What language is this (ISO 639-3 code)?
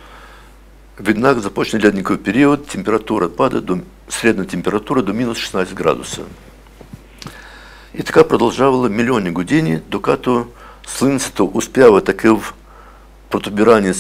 bul